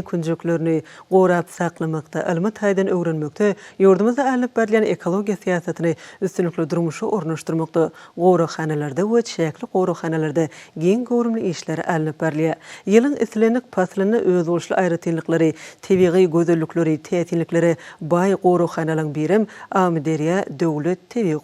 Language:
Turkmen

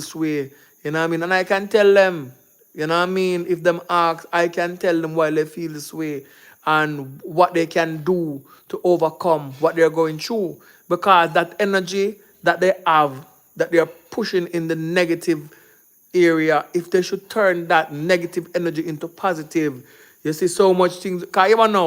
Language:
Jamaican Creole English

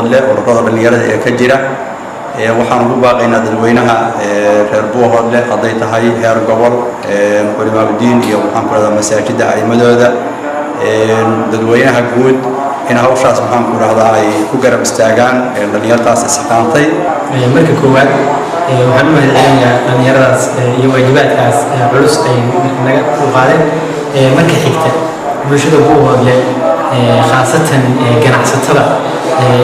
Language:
Somali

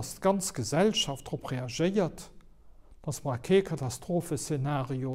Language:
Luxembourgish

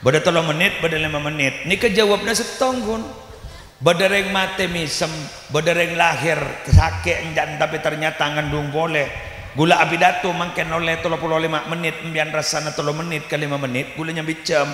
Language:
Madurese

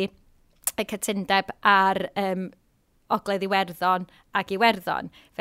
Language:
Welsh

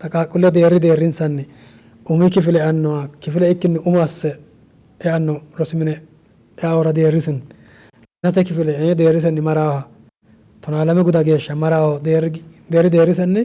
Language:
Sidamo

